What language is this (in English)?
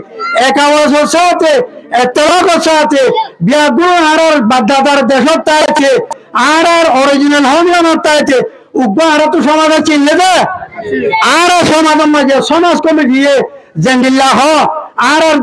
Rohingya